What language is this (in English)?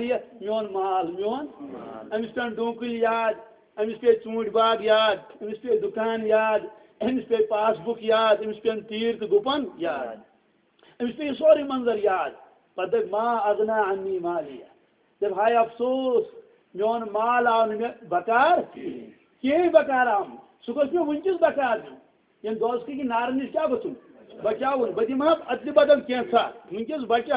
Kashmiri